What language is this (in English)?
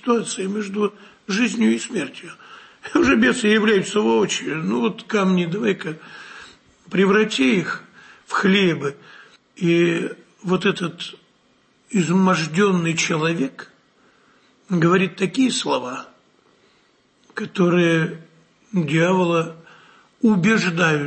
Russian